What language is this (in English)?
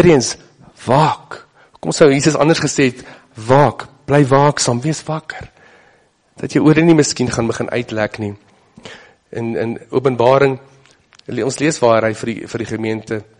Afrikaans